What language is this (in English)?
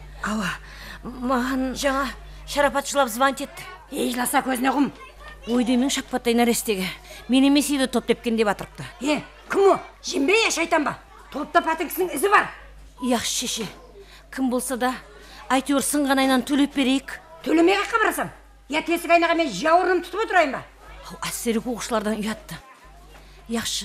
Kara-Kalpak